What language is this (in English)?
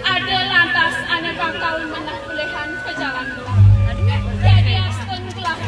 Balinese